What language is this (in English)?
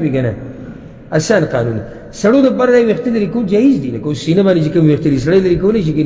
Pashto